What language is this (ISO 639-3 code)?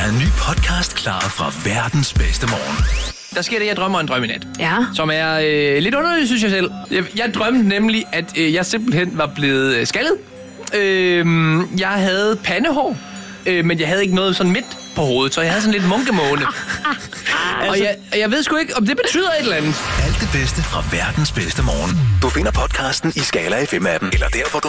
dan